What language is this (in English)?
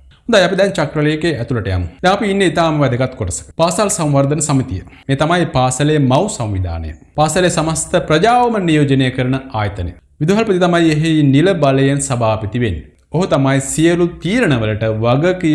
Sinhala